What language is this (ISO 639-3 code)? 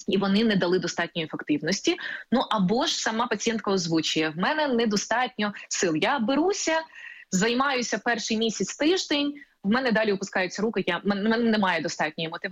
ukr